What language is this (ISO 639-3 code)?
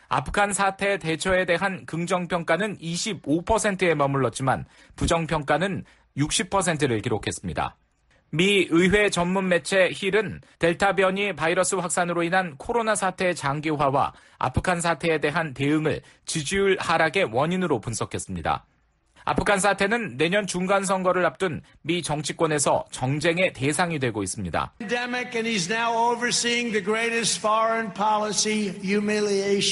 kor